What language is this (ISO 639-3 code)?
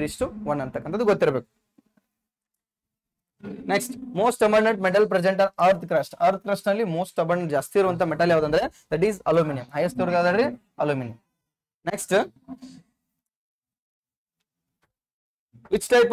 kan